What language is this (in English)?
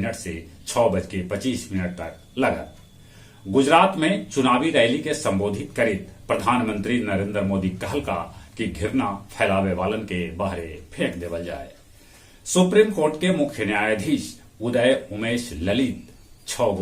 Magahi